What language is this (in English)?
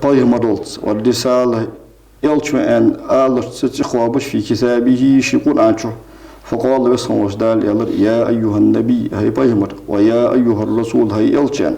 Ingush